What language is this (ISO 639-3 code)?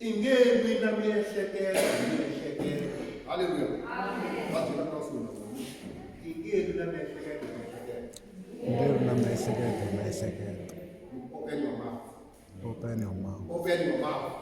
tso